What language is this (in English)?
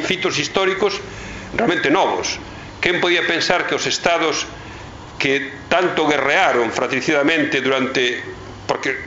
Galician